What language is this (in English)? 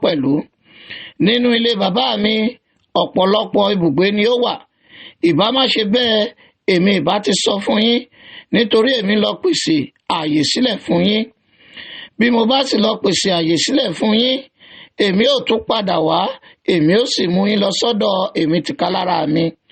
Yoruba